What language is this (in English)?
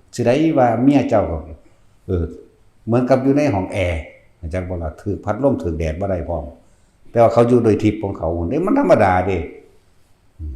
Northeastern Thai